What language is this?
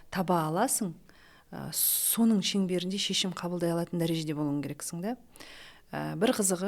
Kazakh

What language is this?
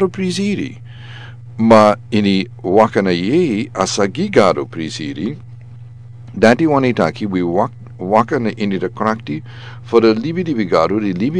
Sranan Tongo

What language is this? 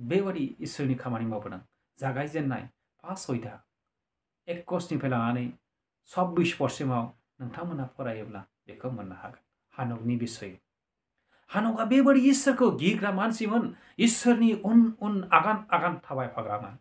Bodo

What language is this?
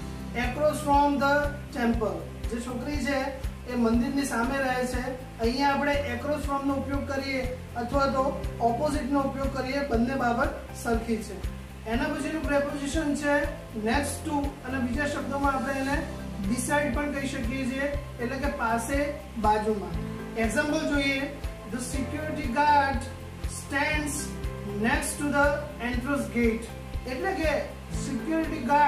Gujarati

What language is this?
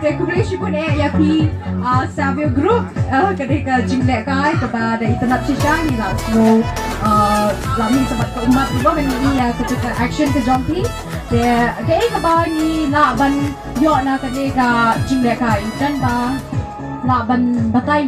Khasi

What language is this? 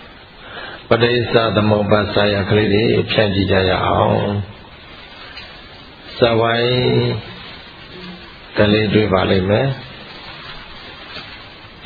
Burmese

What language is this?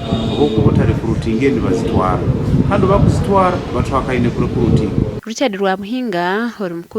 Nyankole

